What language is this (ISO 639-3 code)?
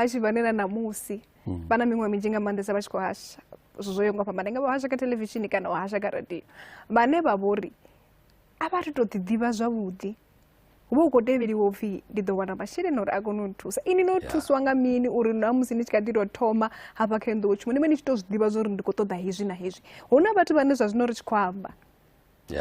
ven